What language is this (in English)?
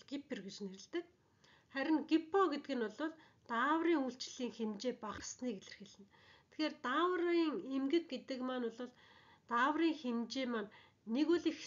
Mongolian